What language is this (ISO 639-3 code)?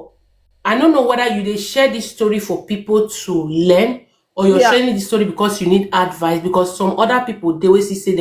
pcm